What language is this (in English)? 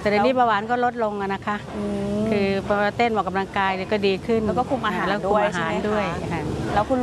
Thai